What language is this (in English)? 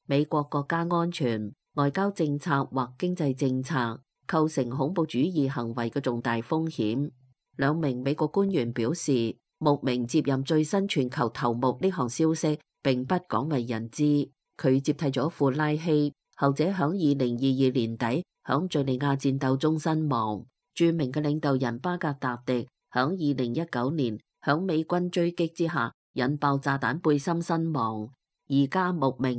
Cantonese